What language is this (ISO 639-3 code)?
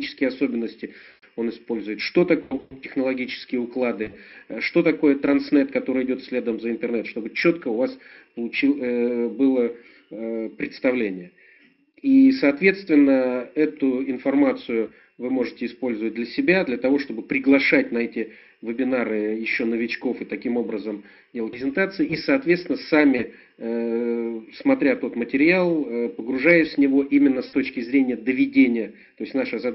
rus